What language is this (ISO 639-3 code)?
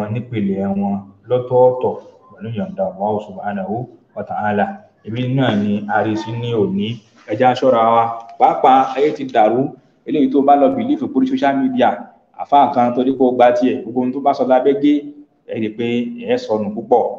yor